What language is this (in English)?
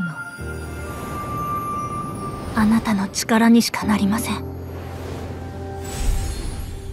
Japanese